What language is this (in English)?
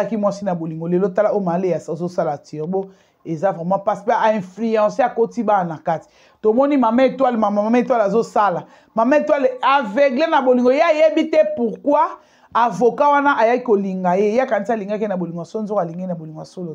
Lingala